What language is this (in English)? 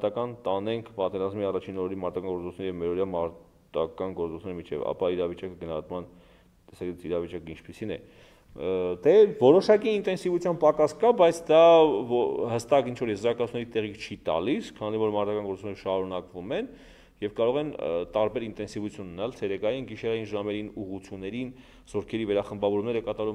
Armenian